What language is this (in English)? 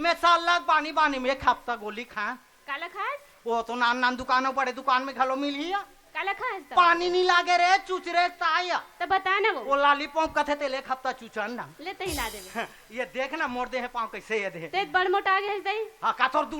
Chhattisgarhi